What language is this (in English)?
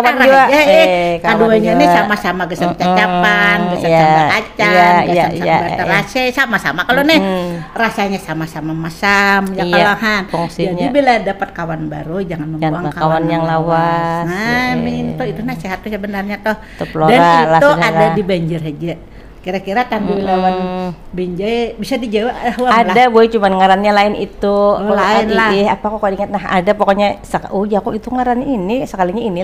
Banjar